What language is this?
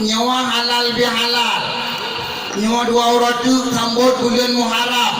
Achinese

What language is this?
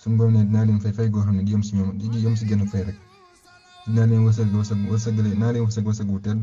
Wolof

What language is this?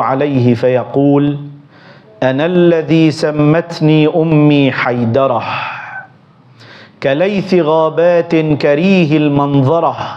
Arabic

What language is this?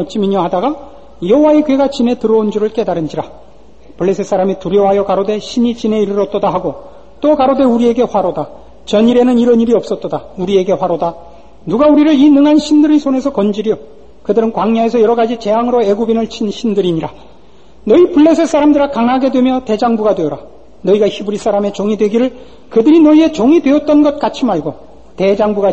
Korean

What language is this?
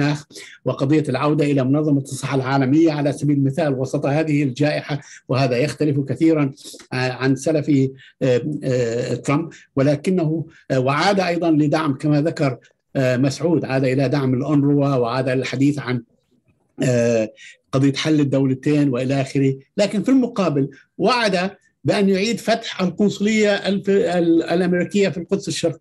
Arabic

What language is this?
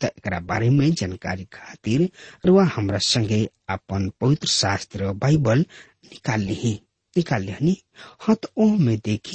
Bhojpuri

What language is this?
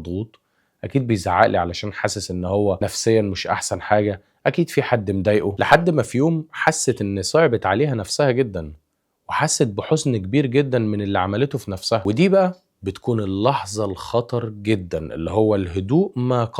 Egyptian Arabic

